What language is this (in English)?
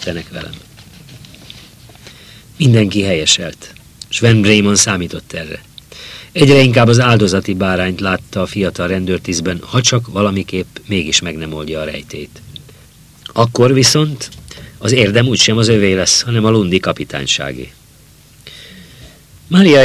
Hungarian